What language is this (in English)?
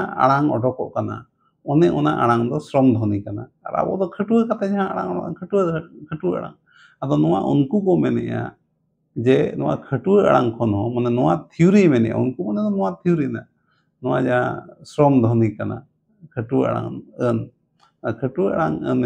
Santali